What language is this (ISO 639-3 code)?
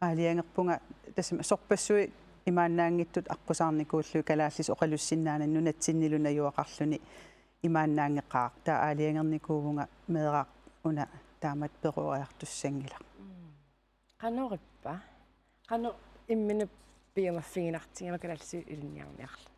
kal